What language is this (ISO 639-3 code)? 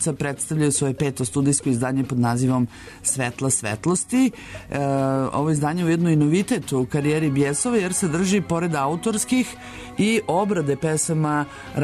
srp